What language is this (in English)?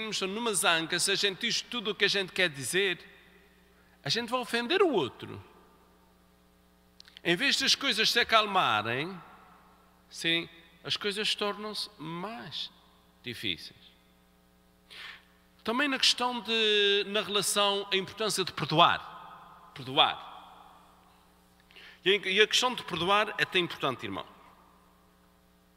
Portuguese